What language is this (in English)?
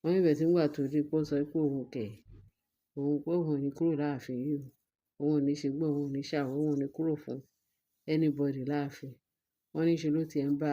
Yoruba